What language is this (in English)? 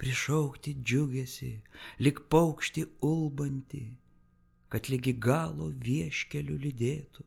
Lithuanian